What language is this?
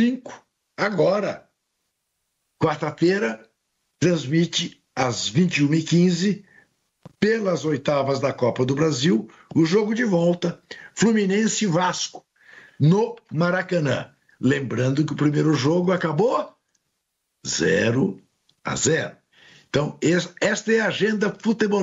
Portuguese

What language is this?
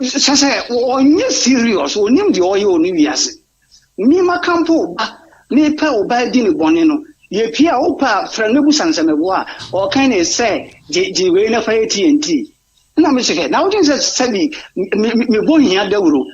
Akan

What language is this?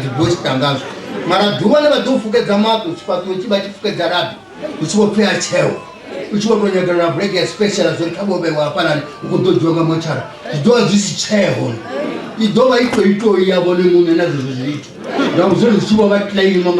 Venda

